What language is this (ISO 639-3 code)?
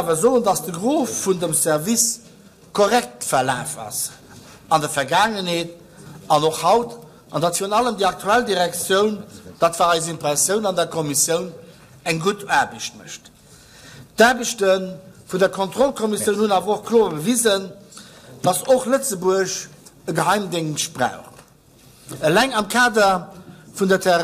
ltz